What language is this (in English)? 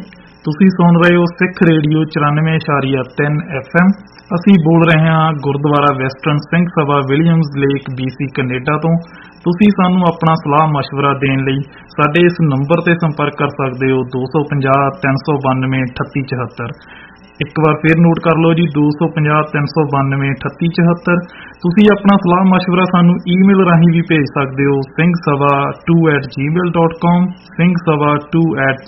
Punjabi